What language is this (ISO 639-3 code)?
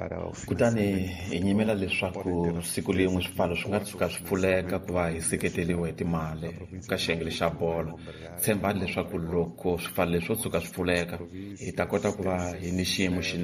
tso